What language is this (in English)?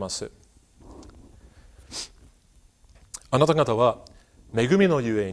Japanese